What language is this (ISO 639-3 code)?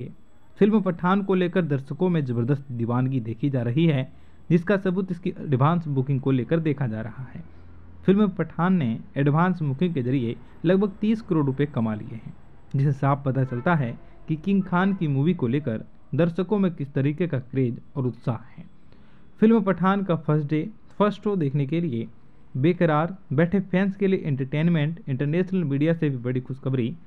hin